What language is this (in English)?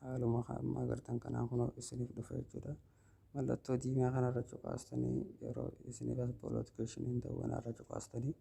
Oromo